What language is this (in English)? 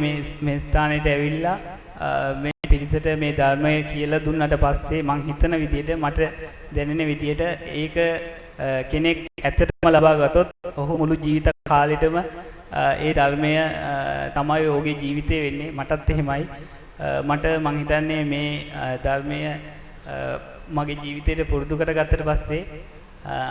Sinhala